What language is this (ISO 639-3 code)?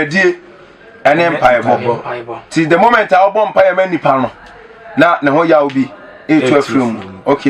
aka